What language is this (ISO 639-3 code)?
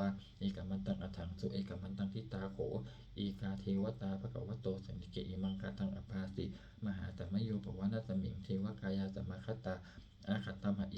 pli